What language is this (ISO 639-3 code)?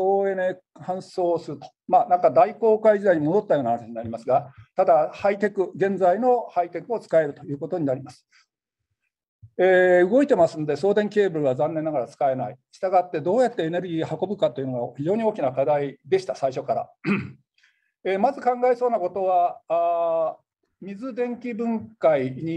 jpn